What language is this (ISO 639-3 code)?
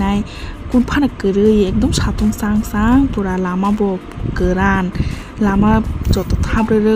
trp